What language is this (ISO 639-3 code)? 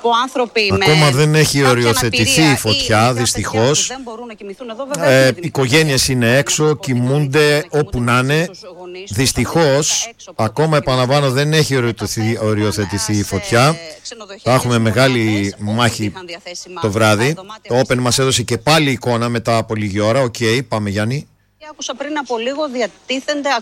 ell